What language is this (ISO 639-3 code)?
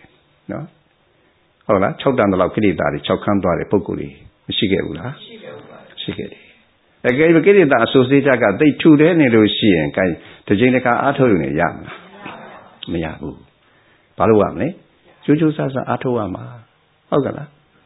mya